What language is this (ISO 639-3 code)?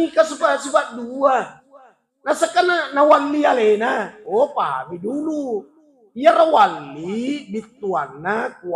bug